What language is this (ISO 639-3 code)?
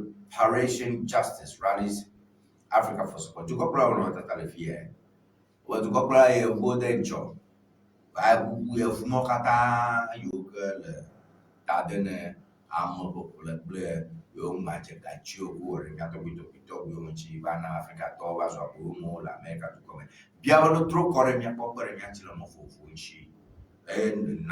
ewe